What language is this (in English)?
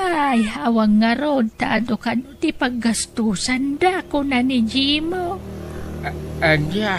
Iloko